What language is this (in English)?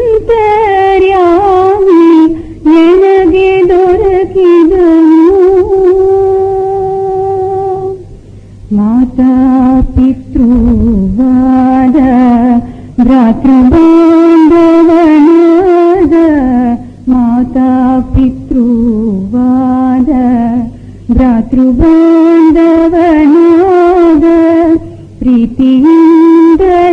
Kannada